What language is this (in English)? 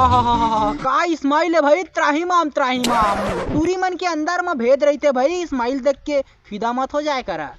Chhattisgarhi